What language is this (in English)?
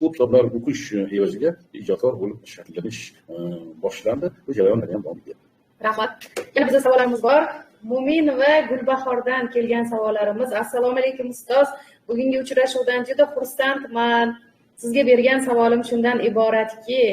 Uzbek